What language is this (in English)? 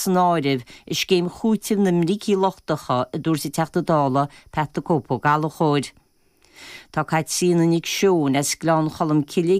Irish